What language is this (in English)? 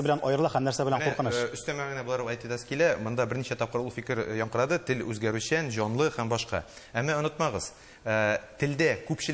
Tatar